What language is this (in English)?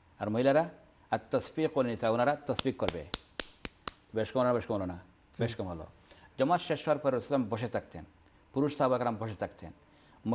Bangla